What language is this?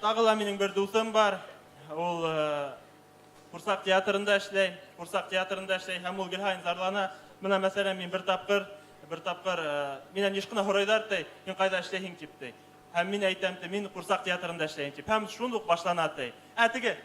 Bashkir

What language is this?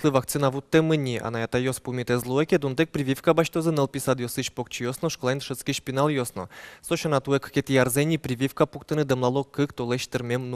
Udmurt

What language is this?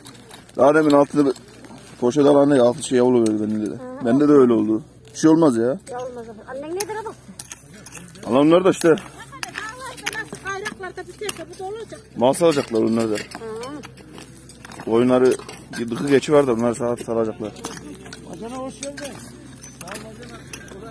Turkish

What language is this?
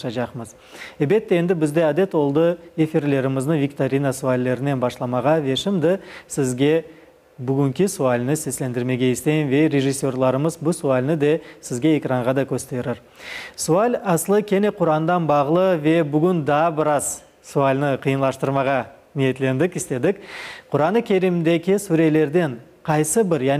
Crimean Tatar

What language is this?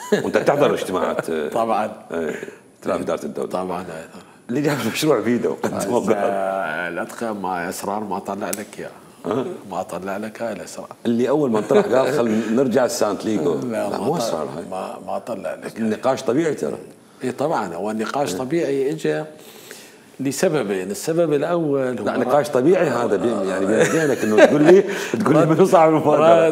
Mesopotamian Arabic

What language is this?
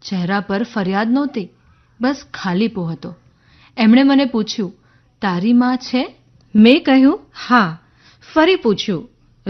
Gujarati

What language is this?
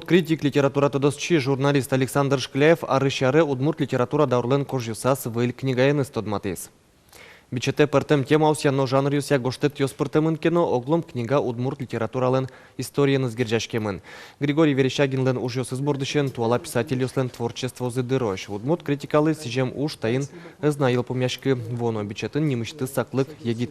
Udmurt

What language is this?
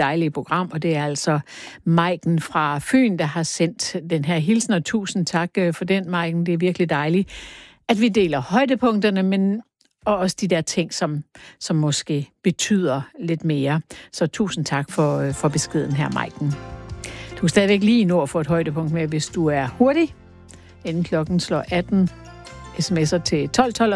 Danish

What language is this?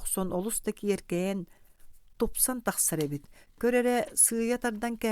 Yakut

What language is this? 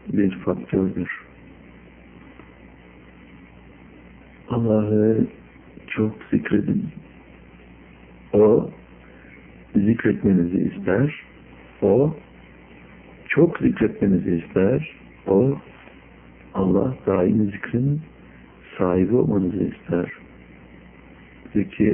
Turkish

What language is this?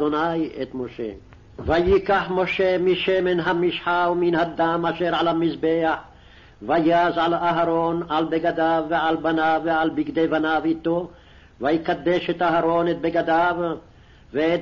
Hebrew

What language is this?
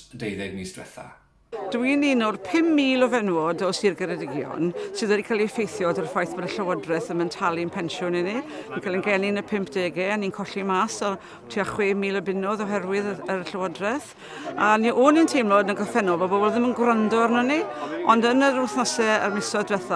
Welsh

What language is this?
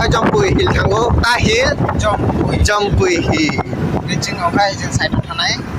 Kok Borok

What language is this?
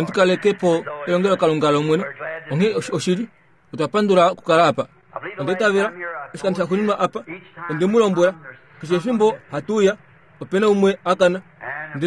Kuanyama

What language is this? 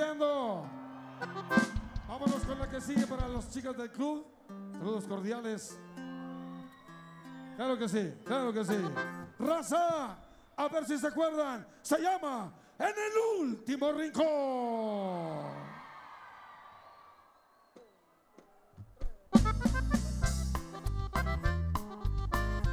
Spanish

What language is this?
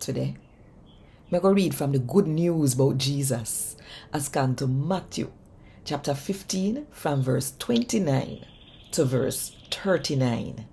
Jamaican Creole English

